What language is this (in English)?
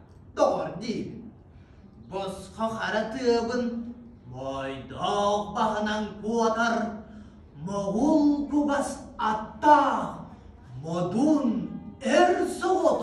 Yakut